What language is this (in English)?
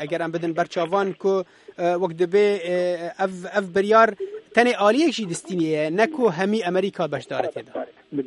Kurdish